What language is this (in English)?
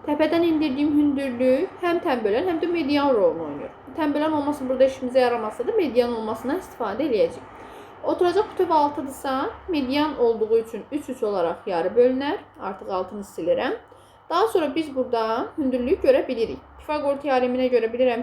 Azerbaijani